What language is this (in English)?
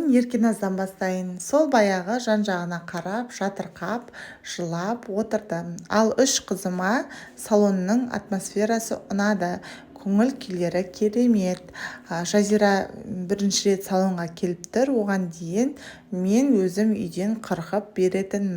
Kazakh